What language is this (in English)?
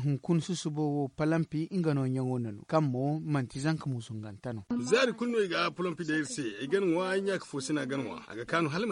Zarma